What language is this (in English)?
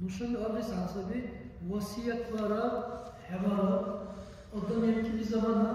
Dargwa